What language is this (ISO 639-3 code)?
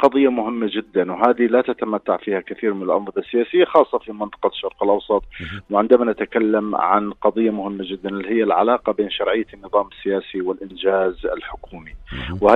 ara